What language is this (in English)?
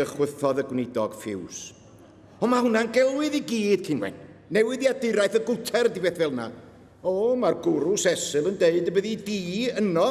Welsh